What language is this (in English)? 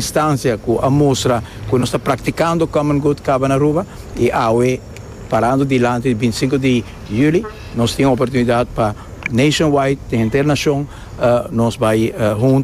Papiamento